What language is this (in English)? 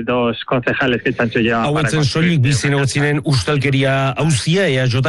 Basque